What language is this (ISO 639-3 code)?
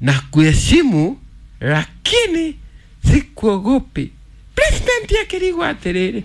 kik